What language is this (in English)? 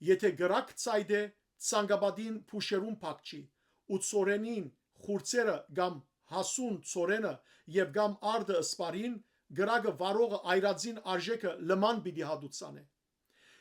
Western Armenian